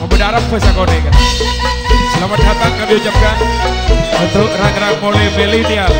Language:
Madurese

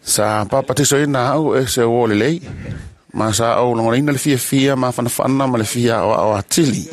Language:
Samoan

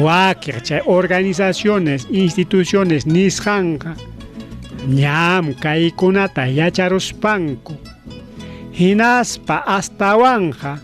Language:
Ayacucho Quechua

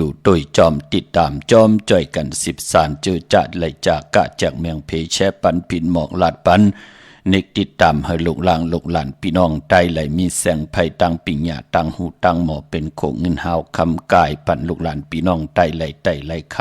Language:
Shan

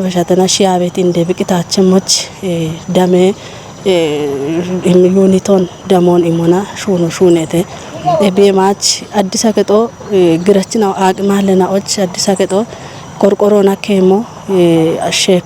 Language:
Kafa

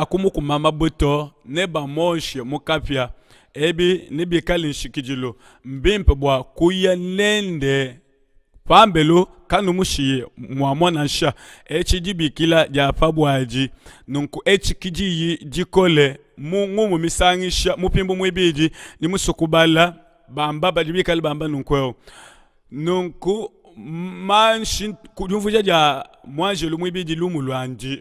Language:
Luba-Lulua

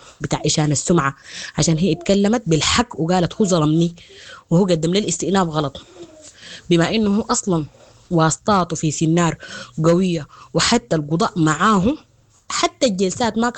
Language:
Sudanese Arabic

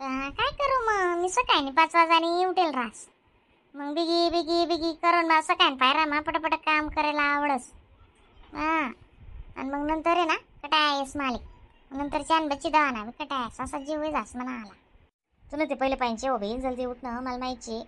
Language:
Khandesi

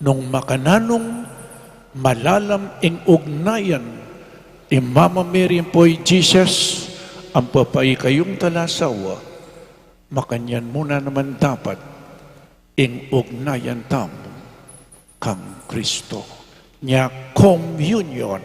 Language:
Pampanga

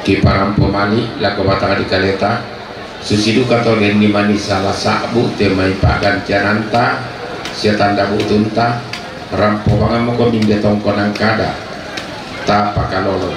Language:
Toraja-Sa'dan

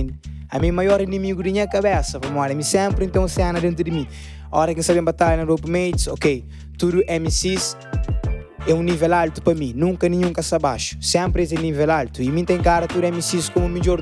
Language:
Kabuverdianu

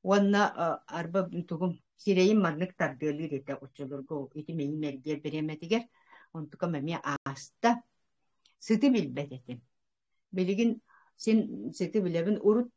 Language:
Yakut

